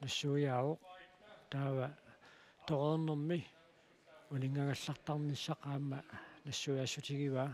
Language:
Kalaallisut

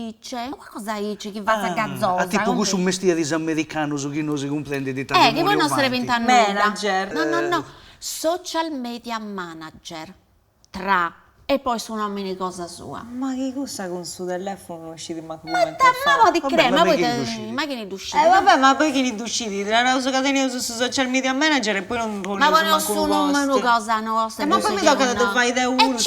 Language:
Sardinian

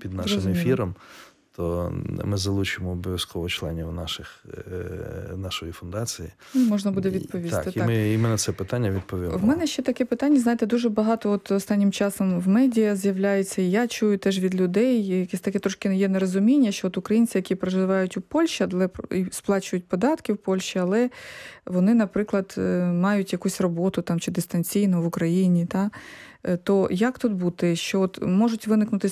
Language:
Ukrainian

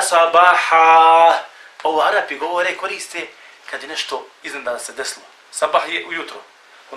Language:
Bosnian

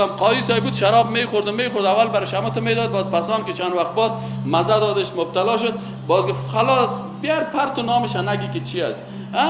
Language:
Persian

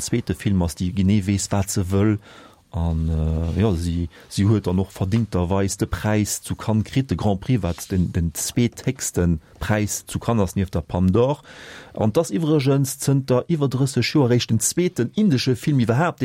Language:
Luxembourgish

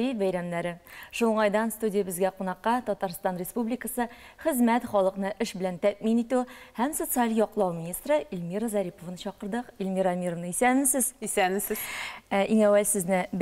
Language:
Tatar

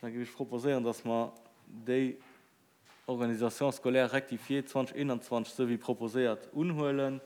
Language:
Luxembourgish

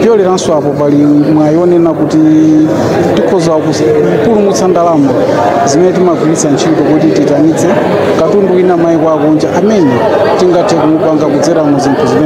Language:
Nyanja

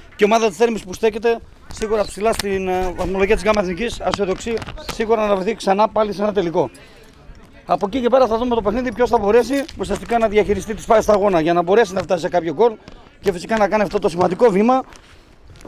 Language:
Greek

